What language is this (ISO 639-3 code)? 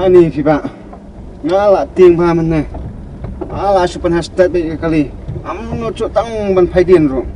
kha